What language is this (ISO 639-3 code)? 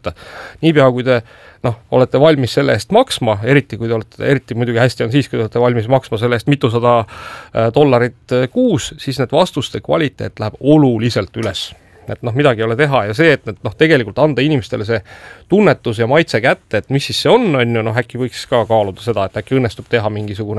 est